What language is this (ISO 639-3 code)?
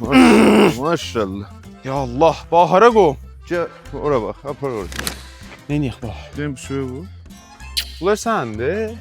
azb